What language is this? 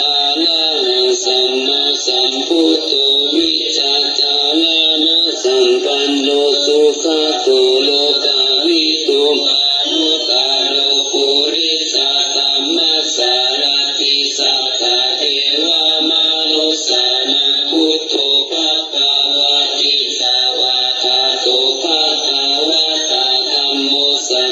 Pali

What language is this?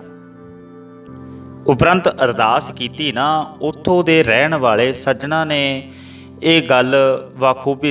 Punjabi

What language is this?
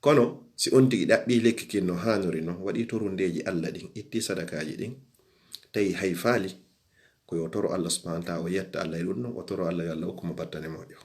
Fula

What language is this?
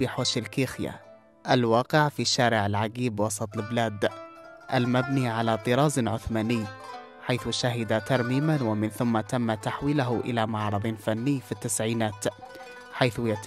Arabic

